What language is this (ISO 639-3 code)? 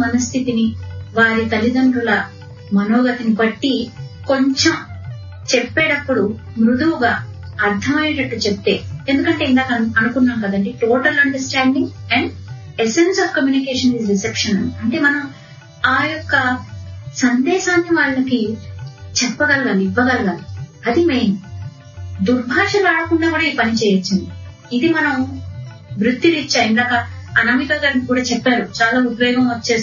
tel